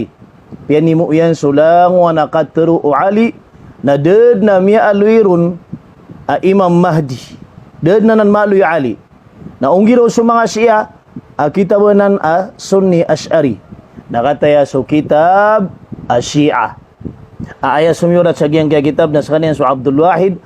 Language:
Maranao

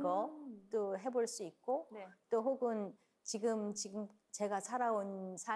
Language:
Korean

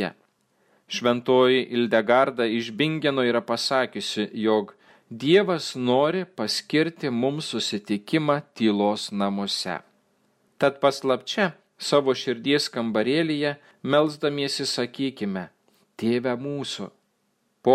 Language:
Lithuanian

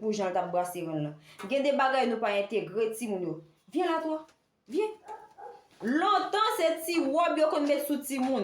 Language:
Haitian Creole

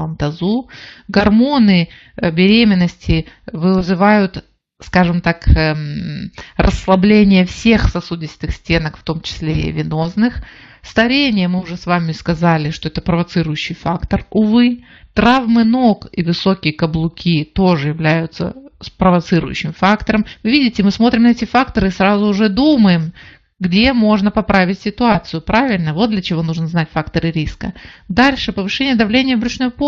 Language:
Russian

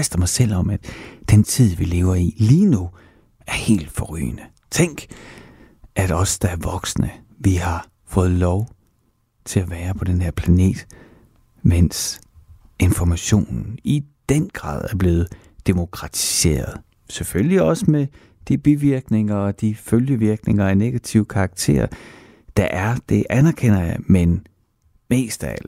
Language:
Danish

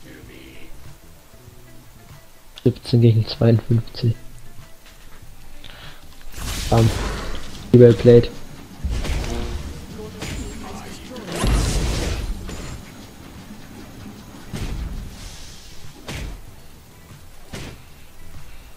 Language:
German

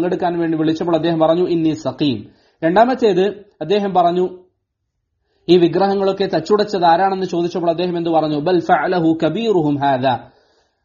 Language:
Malayalam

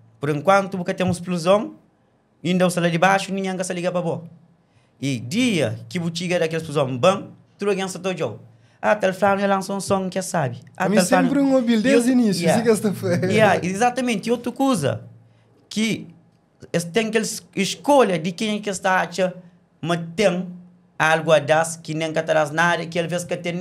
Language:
Kabuverdianu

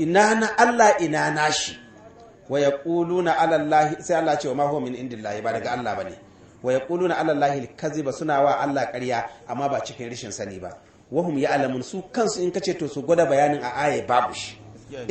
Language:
Hausa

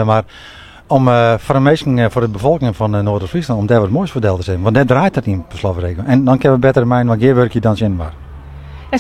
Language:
Western Frisian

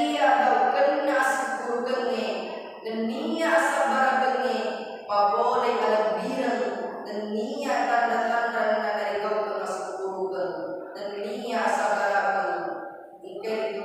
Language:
Buginese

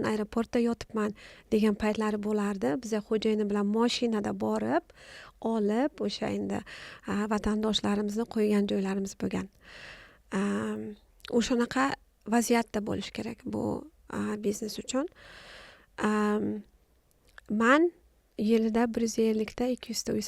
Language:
Uzbek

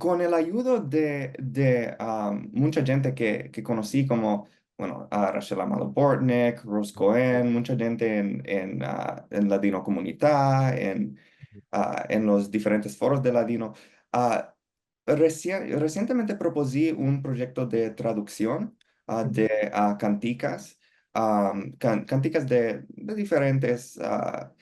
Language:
Ladino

